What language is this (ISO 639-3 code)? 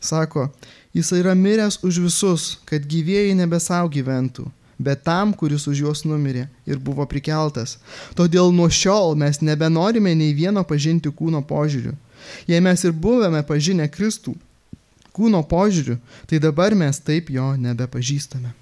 lit